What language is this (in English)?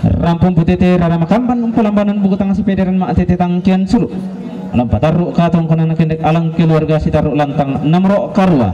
Toraja-Sa'dan